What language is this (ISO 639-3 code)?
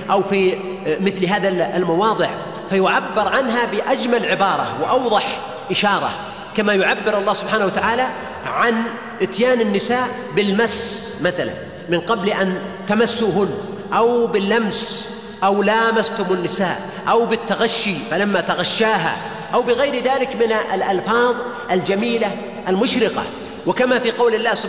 ara